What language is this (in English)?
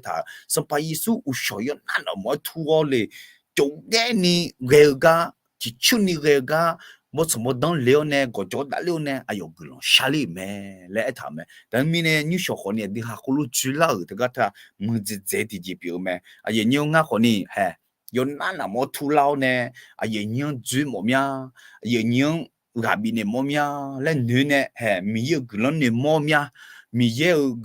Akha